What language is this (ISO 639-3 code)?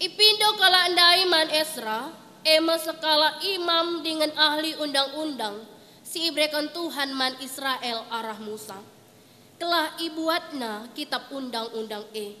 btx